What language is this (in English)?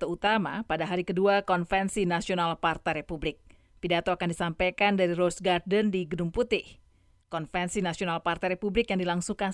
Indonesian